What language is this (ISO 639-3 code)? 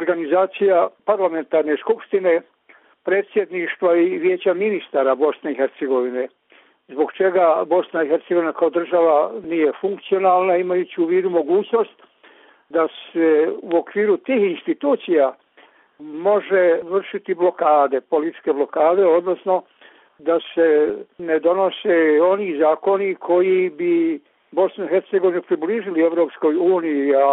srp